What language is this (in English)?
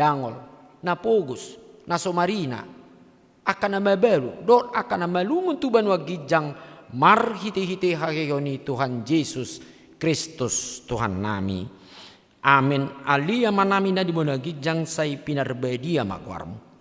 Batak Toba